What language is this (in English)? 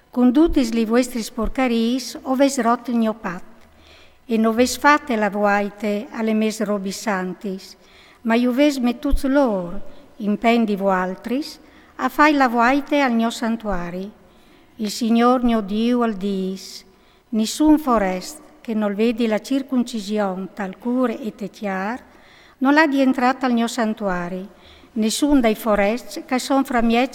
Friulian